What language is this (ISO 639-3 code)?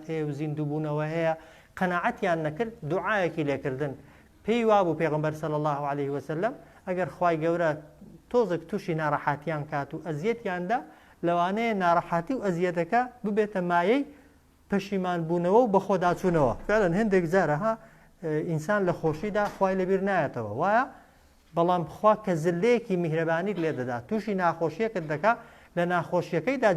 ckb